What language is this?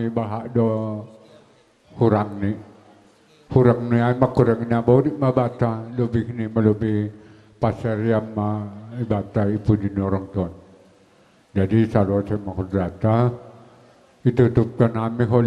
Batak Simalungun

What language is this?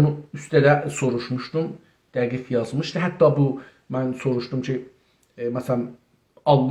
South Azerbaijani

